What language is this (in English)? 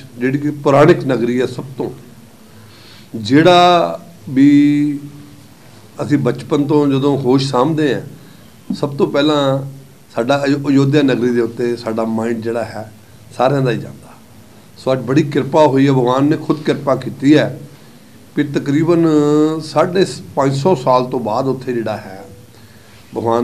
Punjabi